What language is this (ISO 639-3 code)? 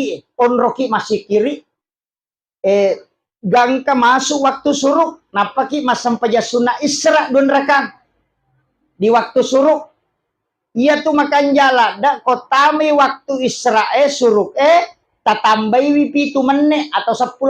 bug